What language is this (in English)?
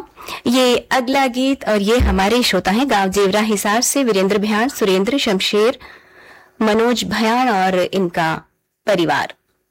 Hindi